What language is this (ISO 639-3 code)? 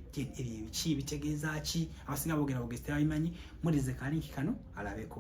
lug